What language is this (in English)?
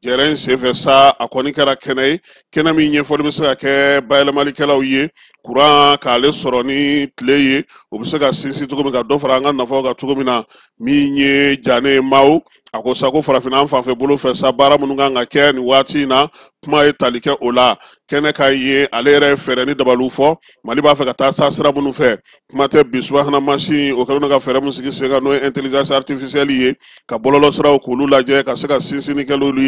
Bambara